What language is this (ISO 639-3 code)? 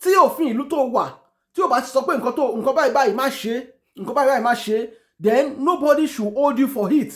yor